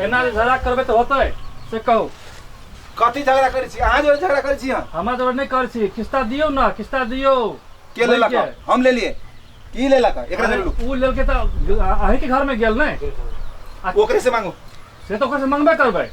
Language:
Maithili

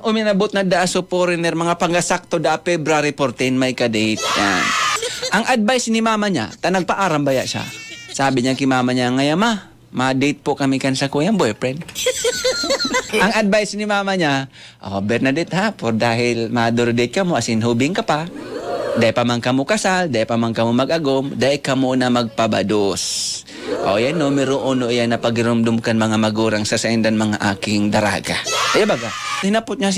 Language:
Bikol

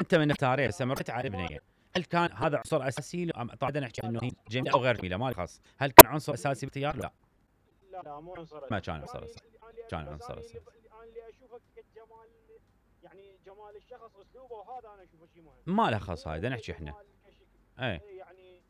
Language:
Mesopotamian Arabic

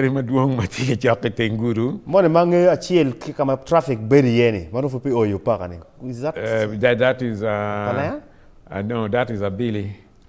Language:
Acoli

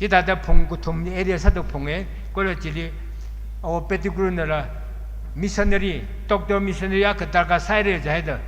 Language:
Tangkhul Naga (India)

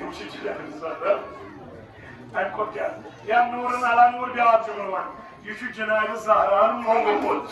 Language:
Kashmiri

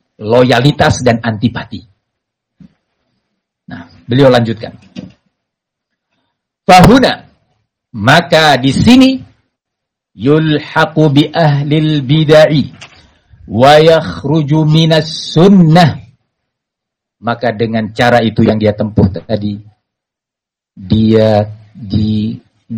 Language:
Indonesian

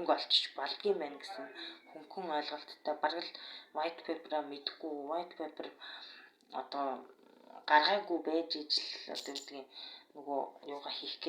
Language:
Mongolian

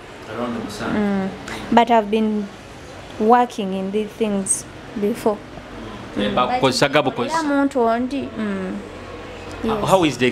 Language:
Nyoro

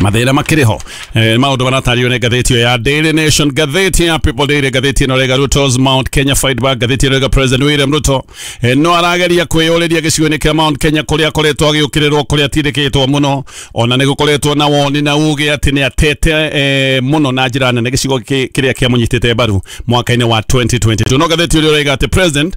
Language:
Kikuyu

